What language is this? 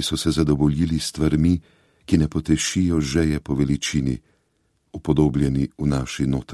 Slovenian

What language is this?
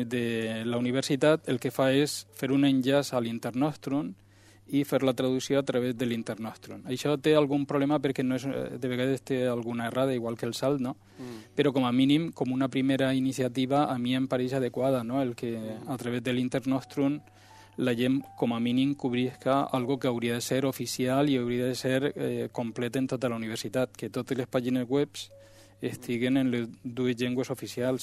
Catalan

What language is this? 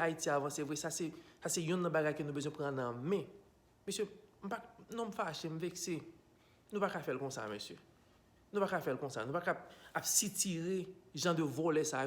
Haitian Creole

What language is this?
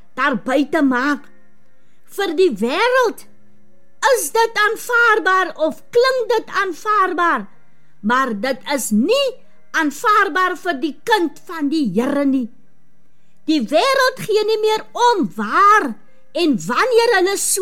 Afrikaans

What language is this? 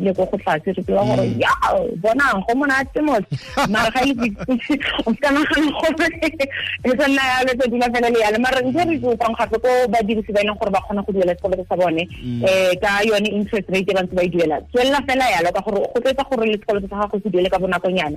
Tswana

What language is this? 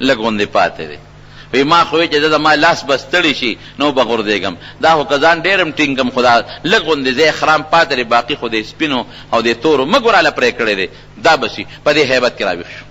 Pashto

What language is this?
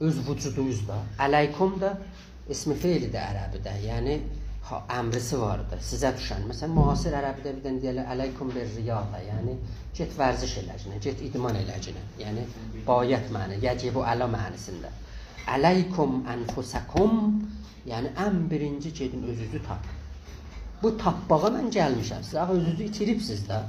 South Azerbaijani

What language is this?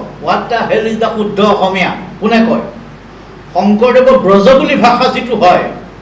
Assamese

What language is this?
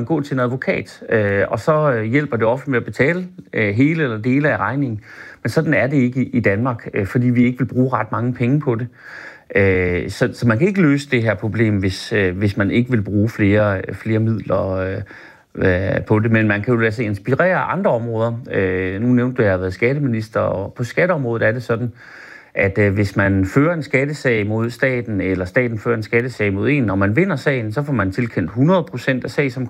Danish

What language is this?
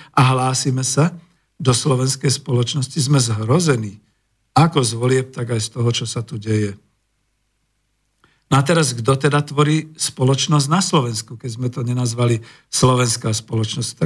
Slovak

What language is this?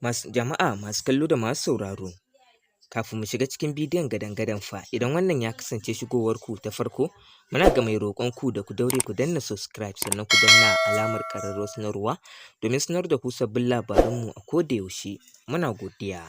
Hausa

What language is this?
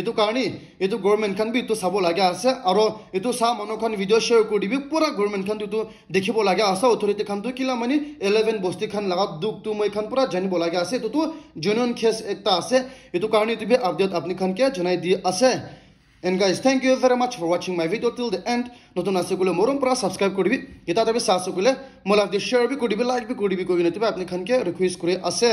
Naga Pidgin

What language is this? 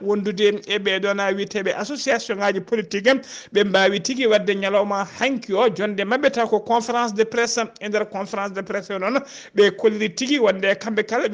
Fula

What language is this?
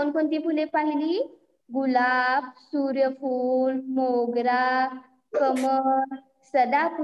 Marathi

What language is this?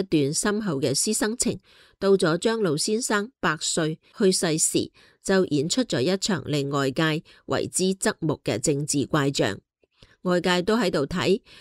Cantonese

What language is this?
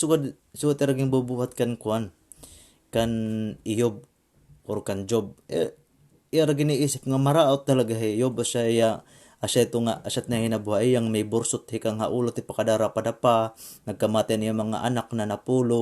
Waray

